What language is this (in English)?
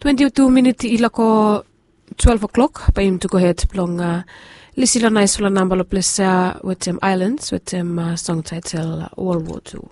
Bislama